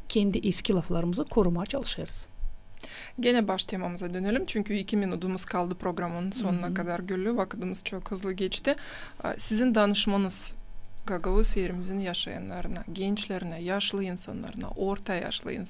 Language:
Gagauz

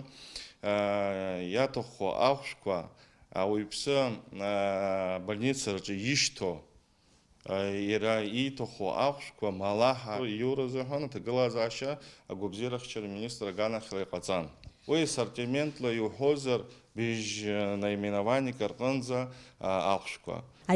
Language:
Abkhazian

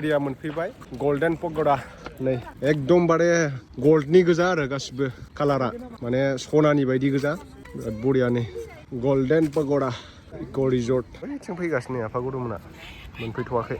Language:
Bodo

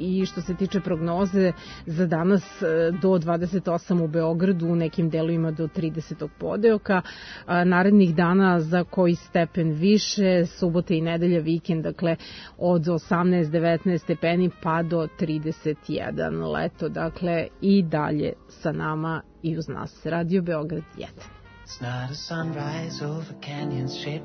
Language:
Serbian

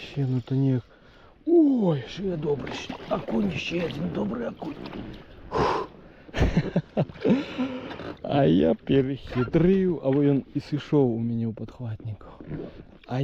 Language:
Belarusian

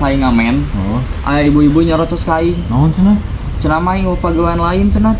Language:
Sundanese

